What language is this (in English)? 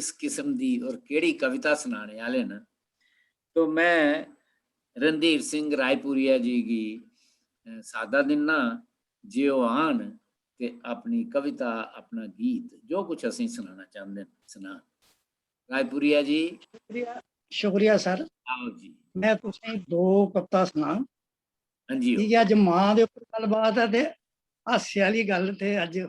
Dogri